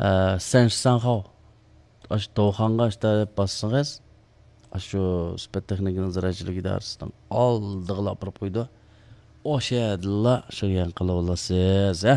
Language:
Uyghur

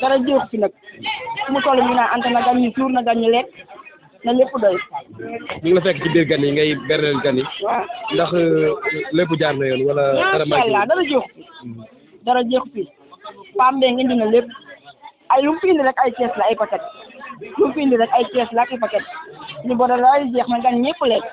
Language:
Wolof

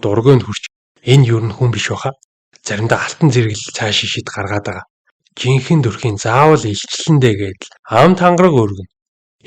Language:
Mongolian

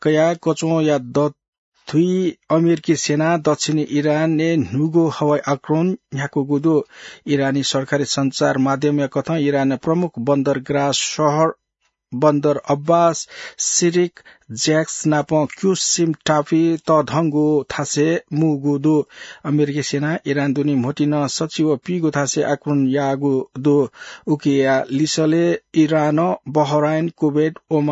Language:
Newari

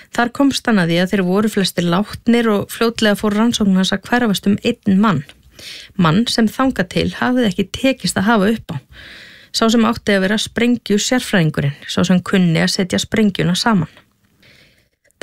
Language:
Icelandic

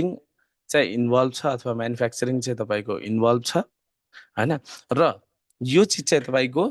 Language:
Nepali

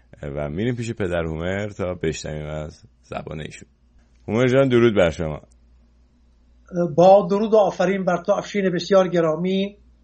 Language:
Persian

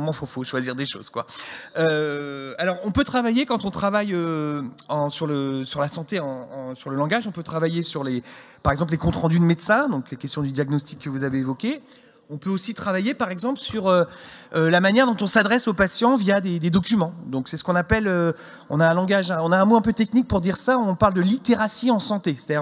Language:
French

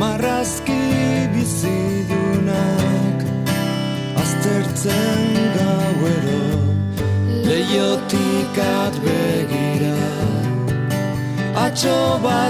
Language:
Basque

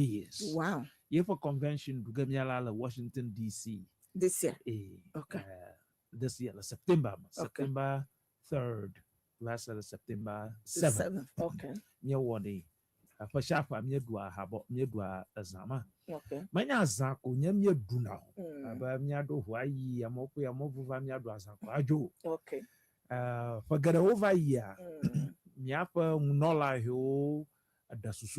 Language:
Ewe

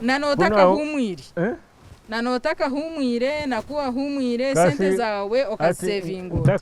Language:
Nyankole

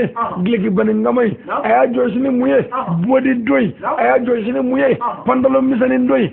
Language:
Bambara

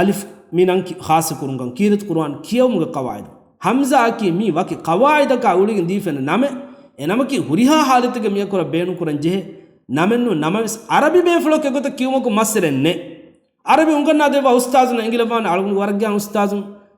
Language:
Divehi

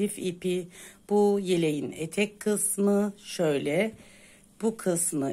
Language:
Turkish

